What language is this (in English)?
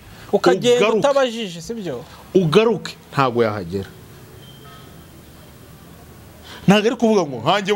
Kinyarwanda